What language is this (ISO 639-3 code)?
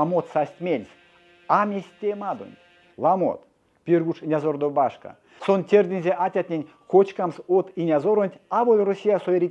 myv